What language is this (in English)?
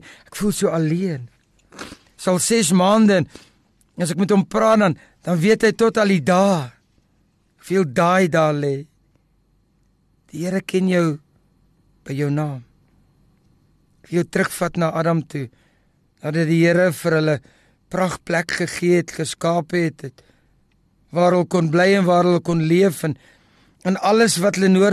Afrikaans